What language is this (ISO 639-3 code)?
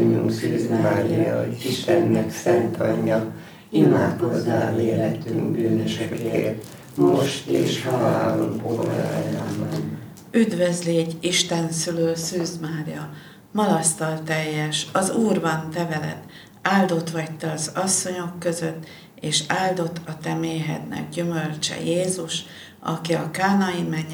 hun